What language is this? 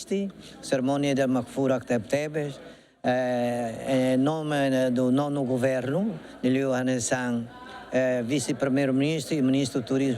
Tetum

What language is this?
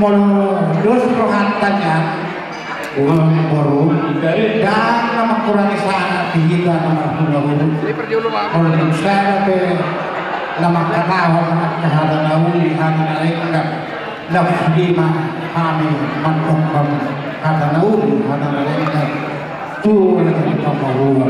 Batak Toba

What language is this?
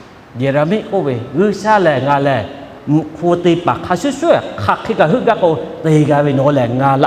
Lahu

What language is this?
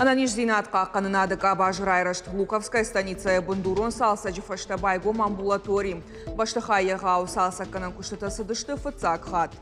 Ossetic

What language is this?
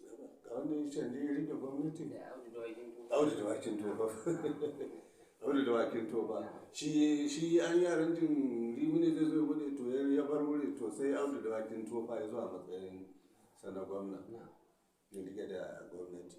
Hausa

